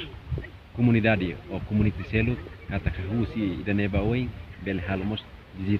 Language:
Tetum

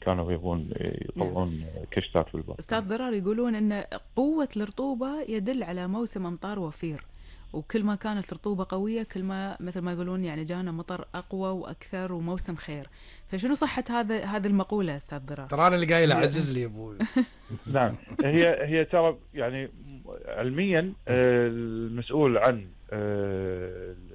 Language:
Gulf Arabic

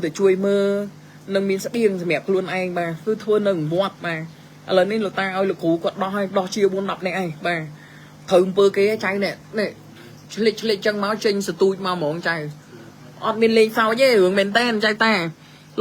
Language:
Khmer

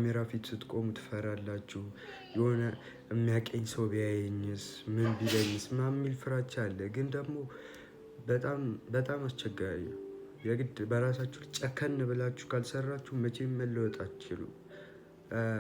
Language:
Amharic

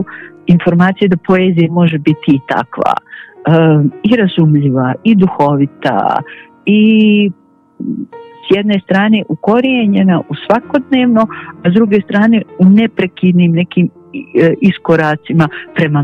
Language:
Bosnian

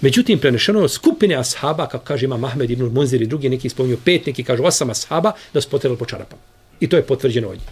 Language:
Bosnian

